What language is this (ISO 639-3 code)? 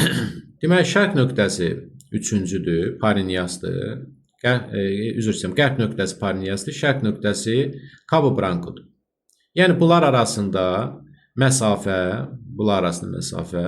aze